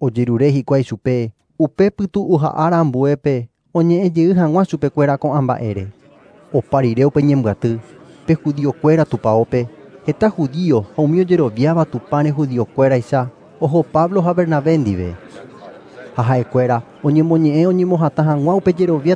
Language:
Guarani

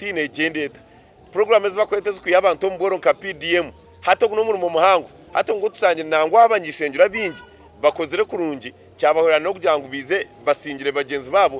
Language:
Nyankole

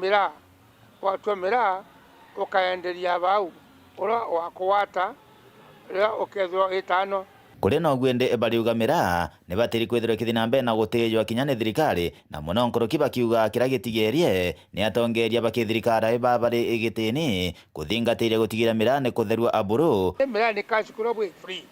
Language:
Meru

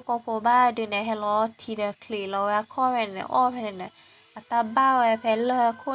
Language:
S'gaw Karen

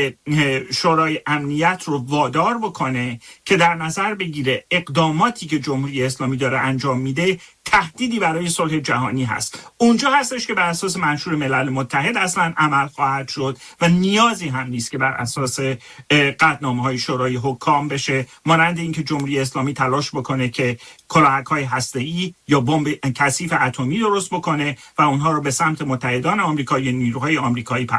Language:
Persian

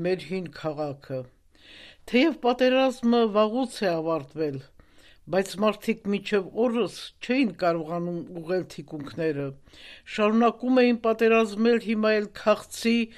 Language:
Armenian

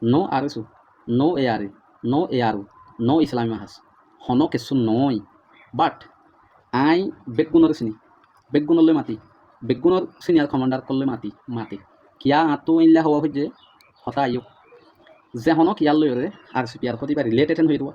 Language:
Rohingya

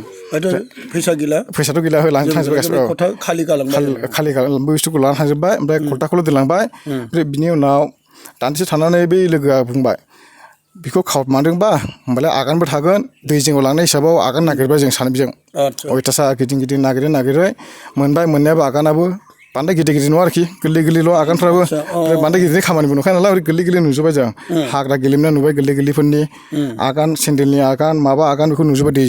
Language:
Bodo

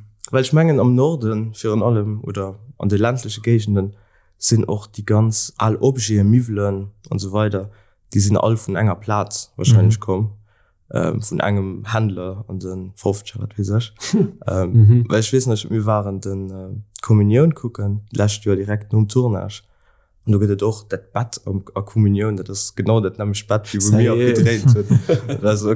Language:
Luxembourgish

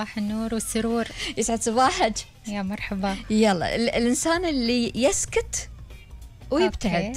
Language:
Gulf Arabic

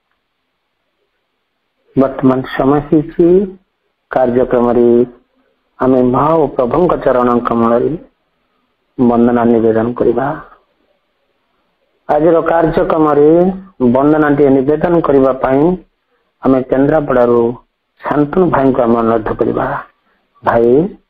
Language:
Odia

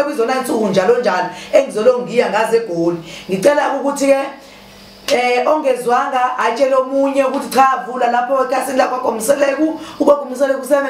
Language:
Zulu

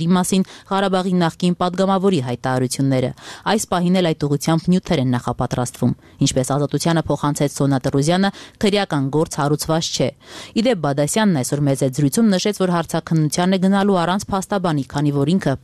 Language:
Armenian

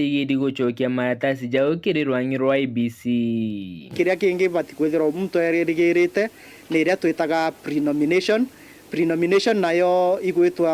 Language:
Meru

